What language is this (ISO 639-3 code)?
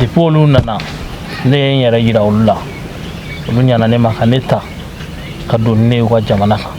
bam